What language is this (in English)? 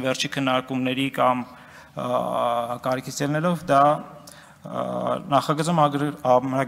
Armenian